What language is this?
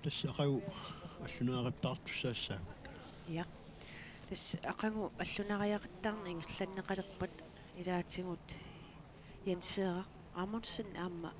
Kalaallisut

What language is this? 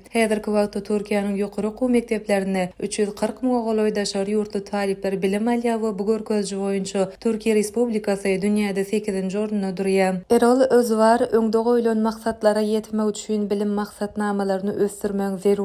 Turkmen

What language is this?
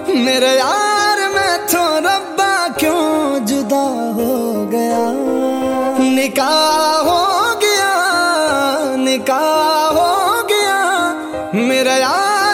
Hindi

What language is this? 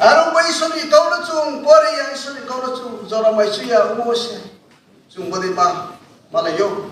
Riang (India)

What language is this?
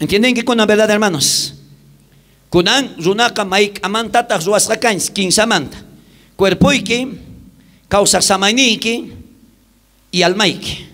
South Bolivian Quechua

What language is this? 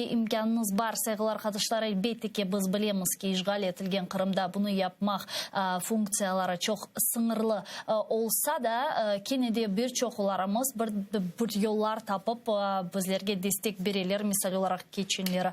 Crimean Tatar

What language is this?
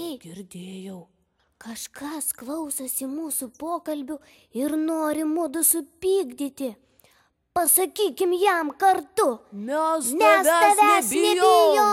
Lithuanian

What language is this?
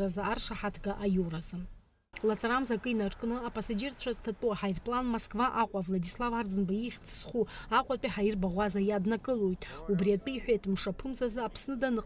Abkhazian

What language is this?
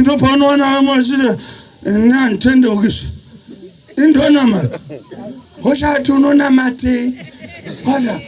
Shona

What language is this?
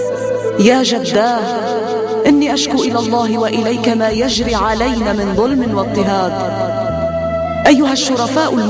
Urdu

